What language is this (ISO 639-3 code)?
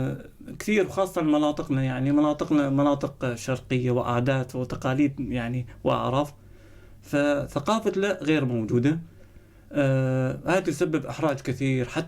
apc